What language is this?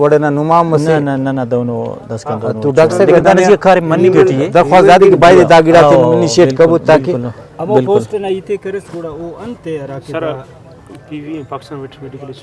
Brahui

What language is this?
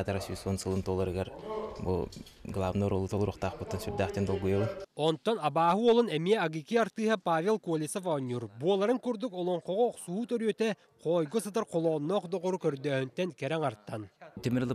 Yakut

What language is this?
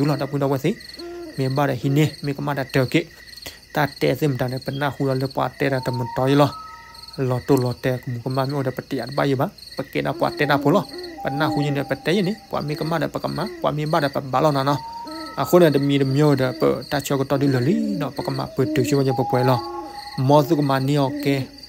S'gaw Karen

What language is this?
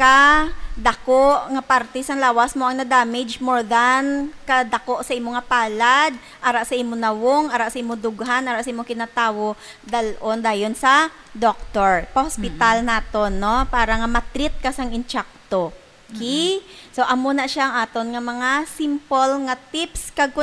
Hiligaynon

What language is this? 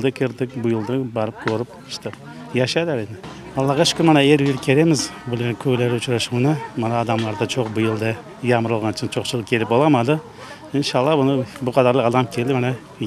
Crimean Tatar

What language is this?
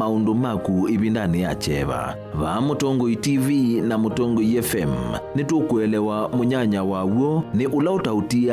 Kamba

